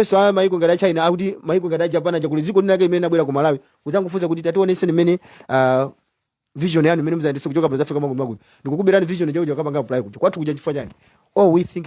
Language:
Nyanja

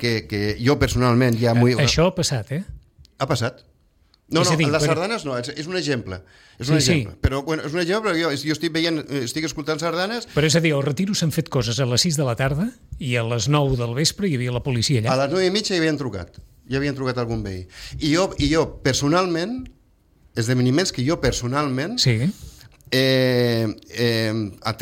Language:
Catalan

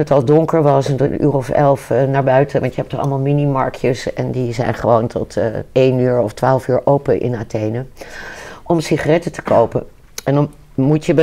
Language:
Dutch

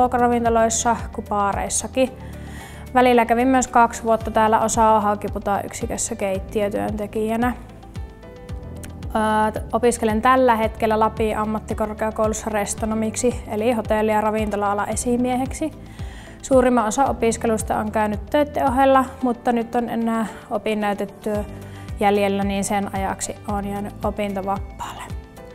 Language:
Finnish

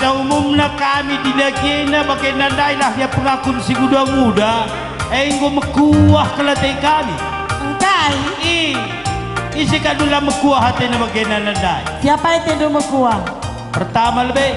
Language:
Batak Karo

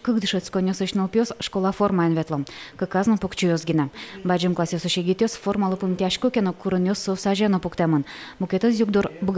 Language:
Udmurt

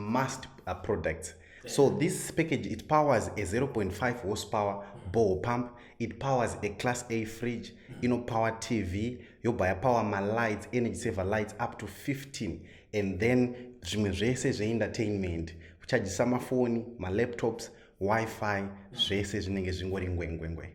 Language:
Shona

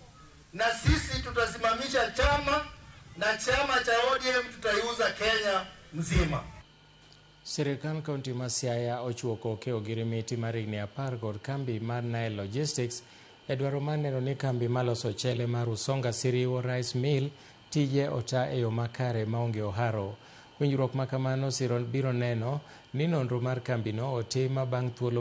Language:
Luo (Kenya and Tanzania)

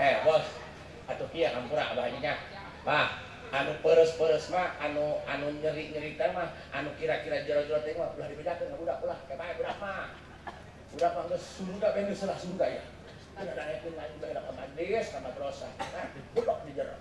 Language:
Sundanese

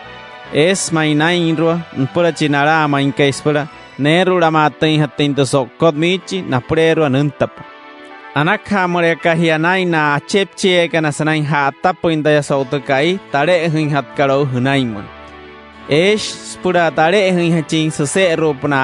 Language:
Wayuu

